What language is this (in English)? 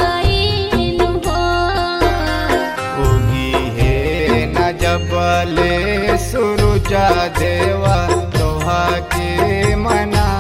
Bhojpuri